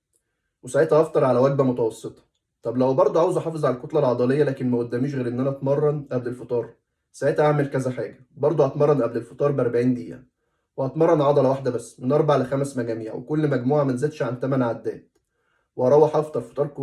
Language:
Egyptian Arabic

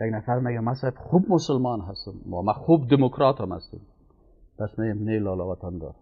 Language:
Persian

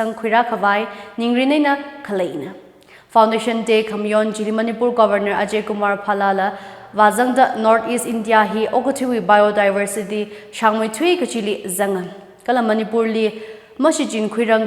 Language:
Tangkhul Naga (India)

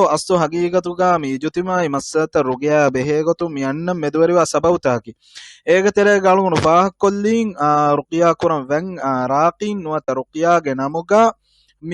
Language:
Divehi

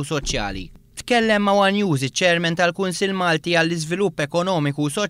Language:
Maltese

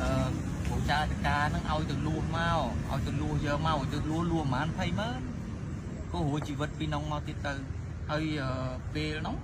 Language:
Khmer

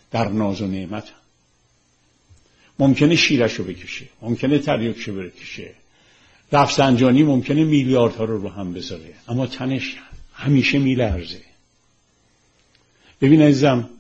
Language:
Persian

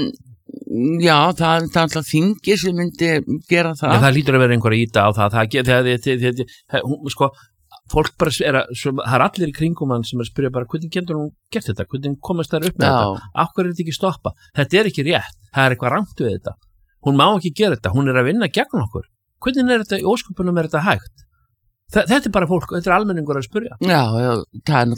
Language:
Icelandic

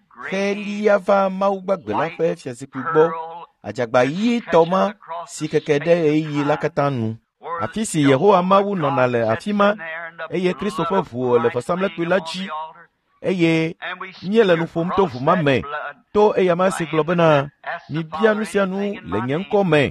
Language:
Ewe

